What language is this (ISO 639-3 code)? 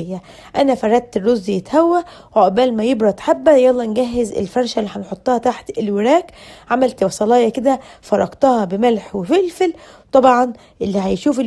arz